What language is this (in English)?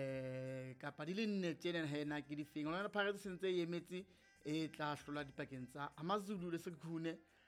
Southern Sotho